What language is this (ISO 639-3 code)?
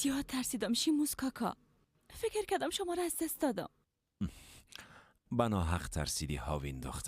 fas